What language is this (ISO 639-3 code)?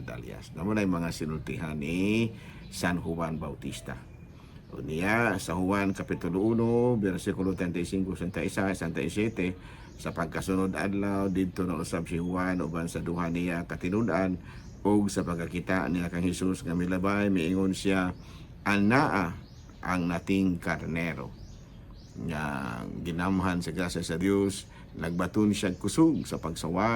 ceb